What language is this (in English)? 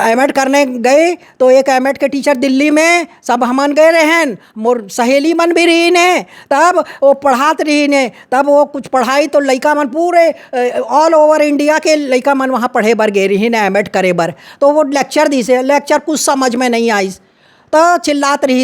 Chhattisgarhi